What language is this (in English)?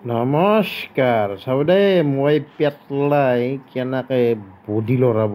Assamese